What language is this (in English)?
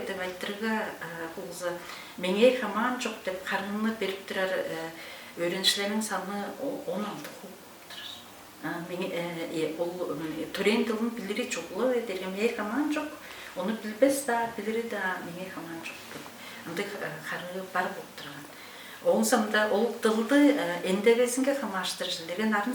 Tuvinian